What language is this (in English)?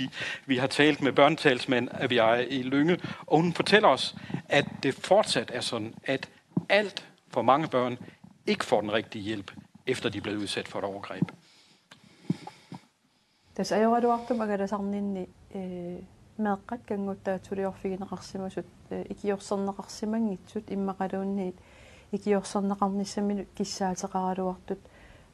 Danish